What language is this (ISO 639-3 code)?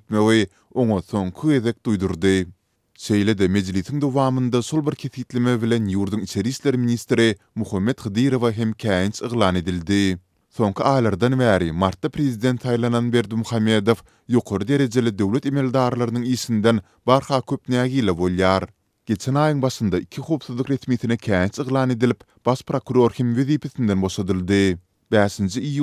tuk